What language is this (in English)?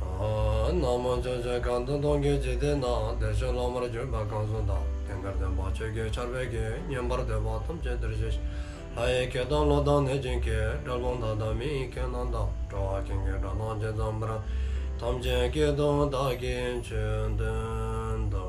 Dzongkha